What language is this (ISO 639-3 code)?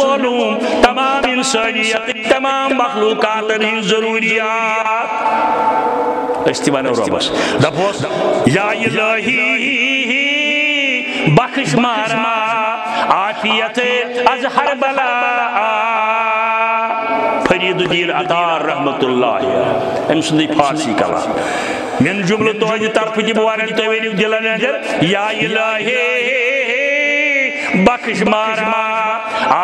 kas